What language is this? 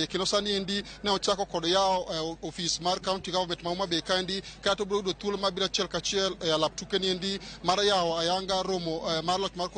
Luo (Kenya and Tanzania)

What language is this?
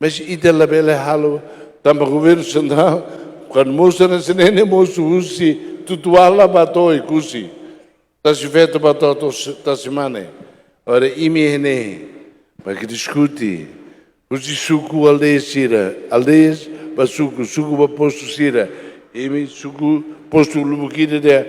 Tetum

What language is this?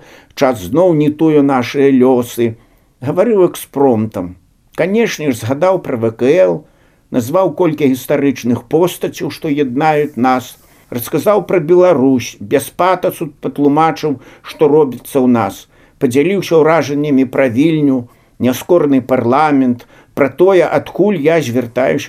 Belarusian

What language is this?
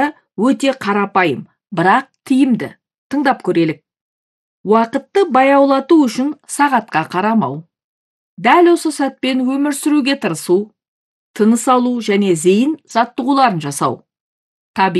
Kazakh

